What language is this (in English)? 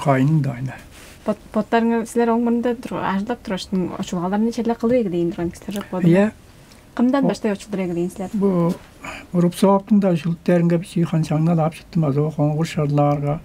Tuvinian